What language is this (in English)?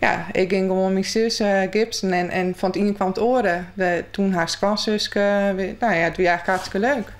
Western Frisian